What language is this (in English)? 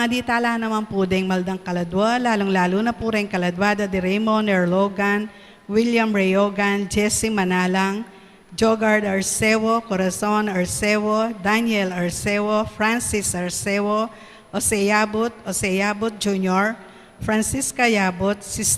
Pampanga